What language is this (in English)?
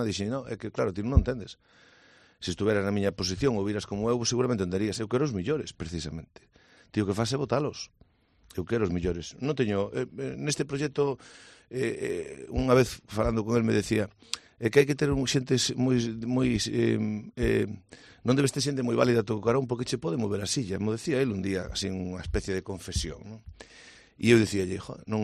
Galician